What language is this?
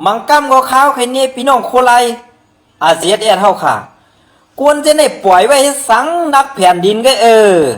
Shan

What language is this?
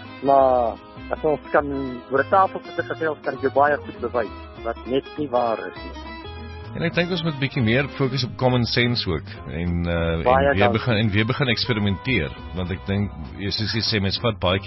Afrikaans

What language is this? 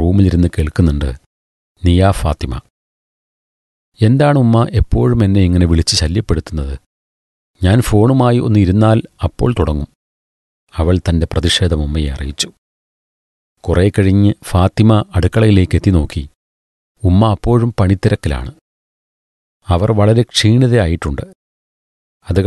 Malayalam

